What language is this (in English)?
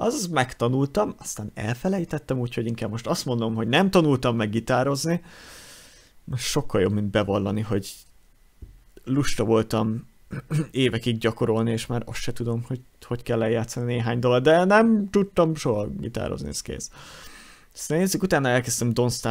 Hungarian